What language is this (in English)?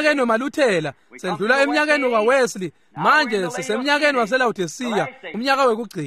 Swati